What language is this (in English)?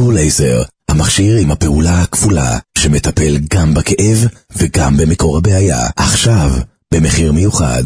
Hebrew